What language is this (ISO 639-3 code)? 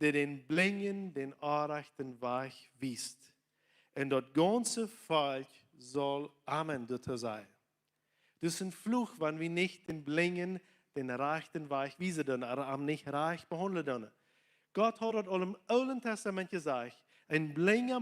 pdt